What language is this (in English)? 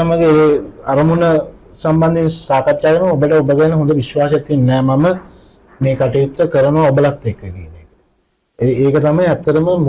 Sinhala